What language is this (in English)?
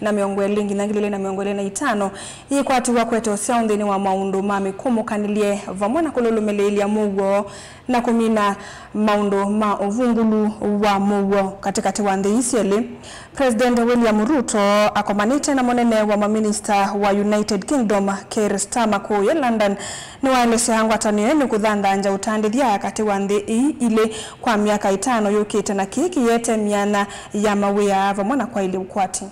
Kamba